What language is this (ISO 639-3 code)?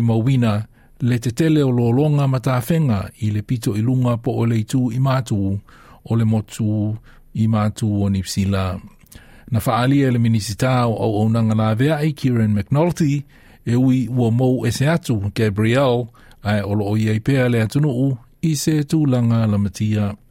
smo